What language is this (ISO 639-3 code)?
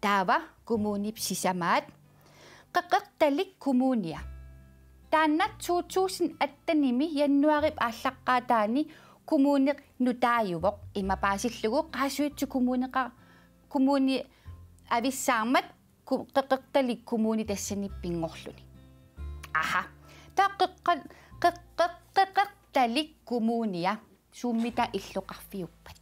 kal